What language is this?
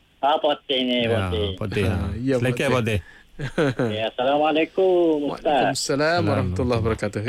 Malay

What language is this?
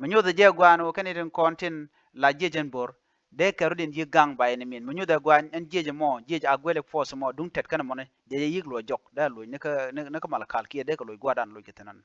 Nuer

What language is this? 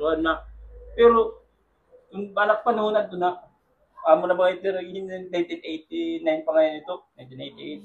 Waray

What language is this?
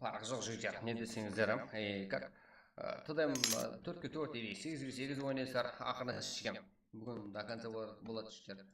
Kara-Kalpak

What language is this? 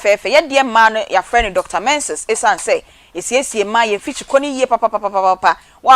Akan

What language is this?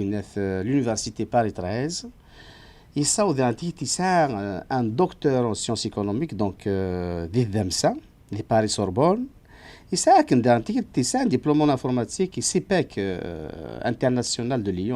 Kabyle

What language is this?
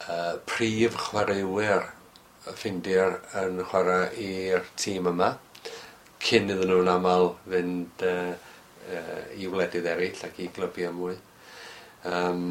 Welsh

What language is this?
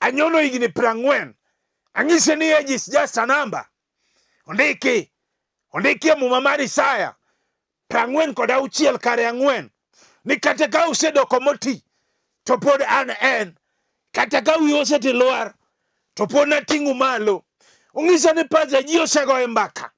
Luo (Kenya and Tanzania)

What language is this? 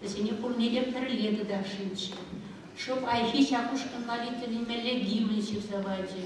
Chuvash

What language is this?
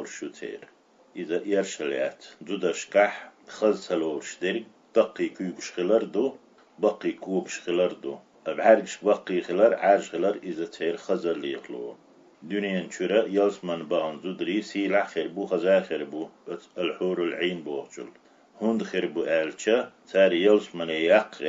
Chechen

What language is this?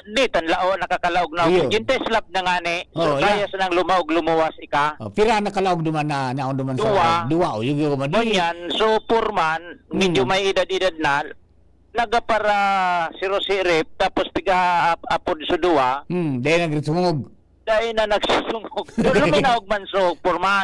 Bikol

